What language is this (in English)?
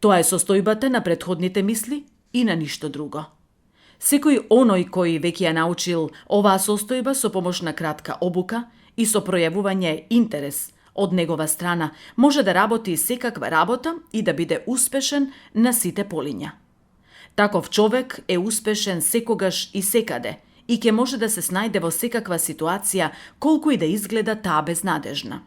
Macedonian